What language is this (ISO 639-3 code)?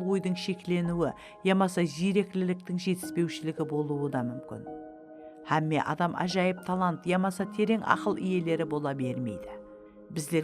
kaa